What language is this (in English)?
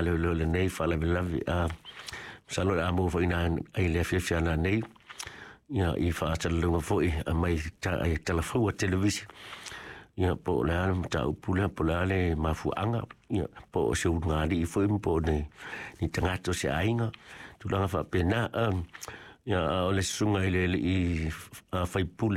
Samoan